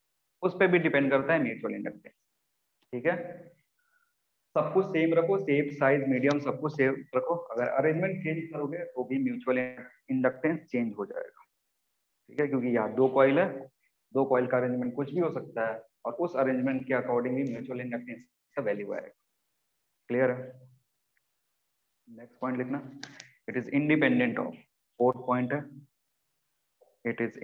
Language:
Hindi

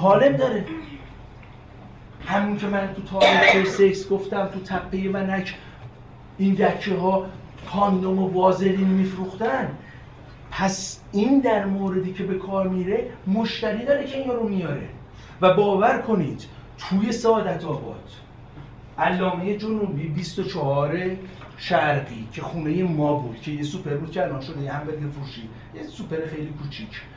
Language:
Persian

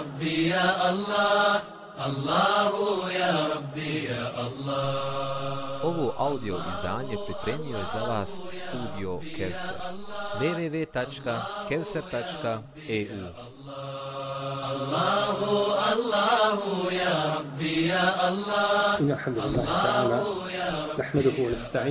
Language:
Bosnian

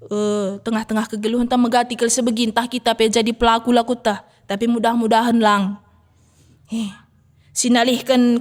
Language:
Batak Karo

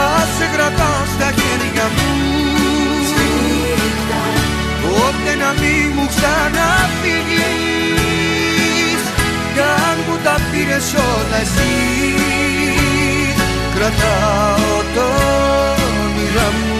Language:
Greek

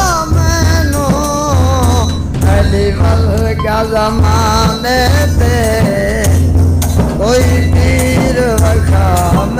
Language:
Saraiki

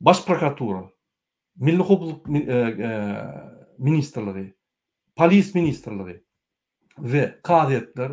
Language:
Turkmen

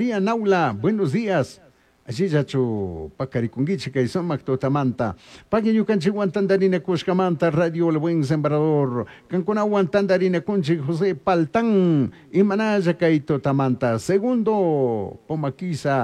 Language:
Chimborazo Highland Quichua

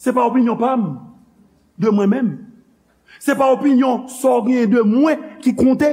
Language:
Haitian Creole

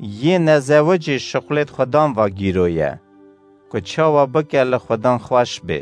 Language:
Kurdish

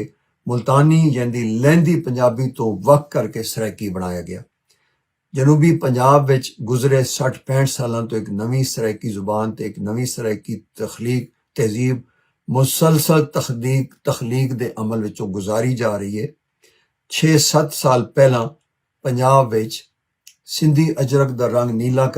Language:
Western Panjabi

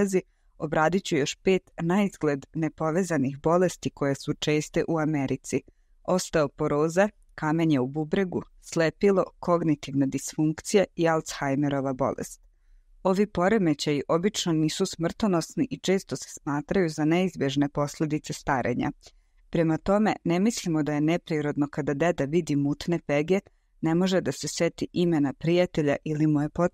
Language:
Serbian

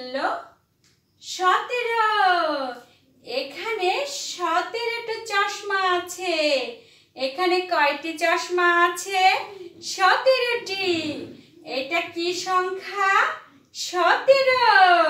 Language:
Bangla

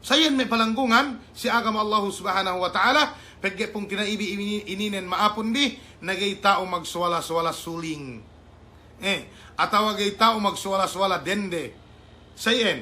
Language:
Yakan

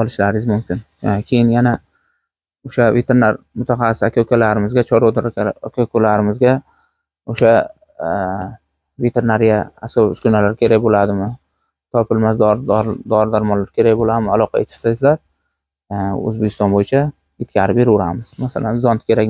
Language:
Uzbek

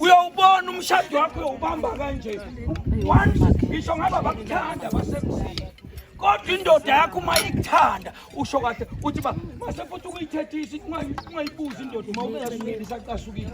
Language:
Zulu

